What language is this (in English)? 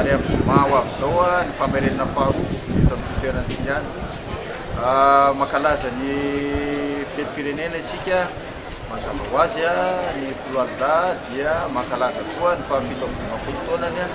Malagasy